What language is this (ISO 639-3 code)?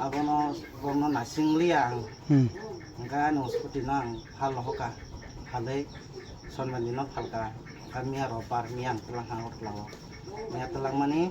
trp